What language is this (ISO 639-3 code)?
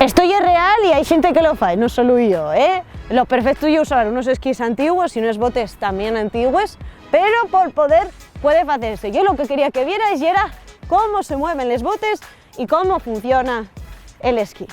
ast